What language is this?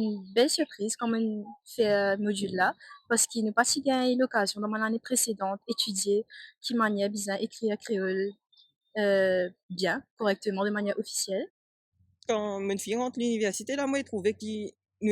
Morisyen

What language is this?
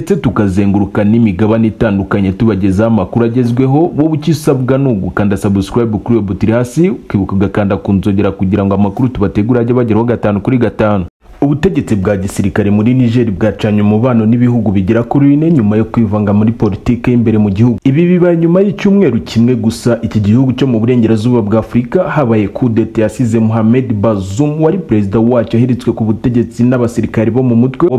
Kinyarwanda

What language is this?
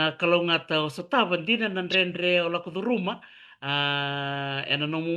Fijian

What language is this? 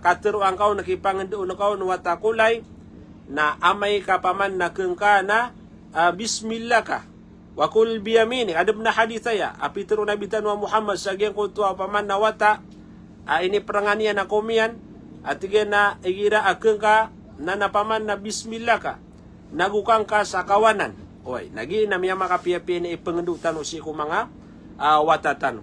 Maranao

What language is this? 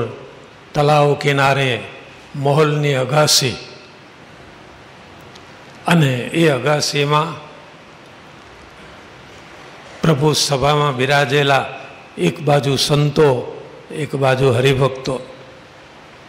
Gujarati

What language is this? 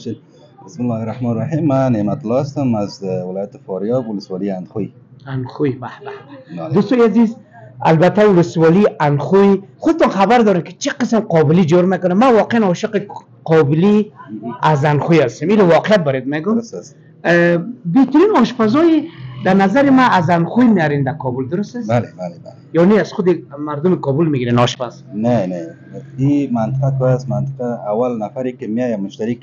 Persian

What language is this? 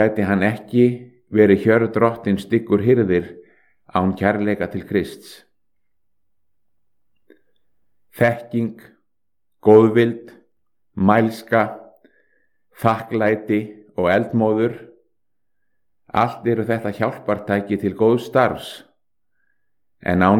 Icelandic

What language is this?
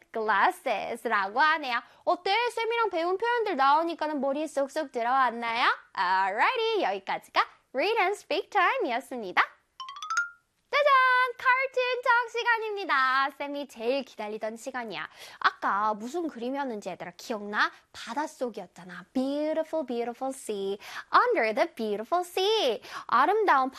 Korean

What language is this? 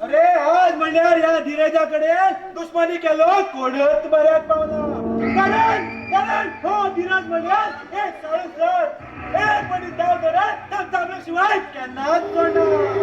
Konkani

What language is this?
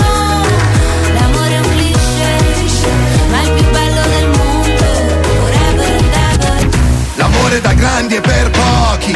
Italian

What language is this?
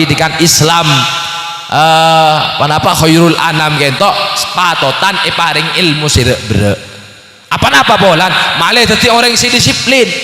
Madurese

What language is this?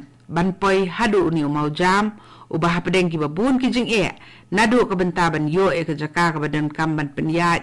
Khasi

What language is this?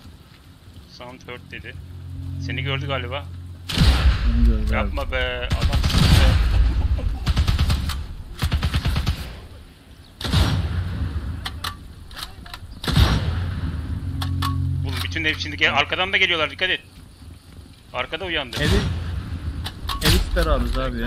Turkish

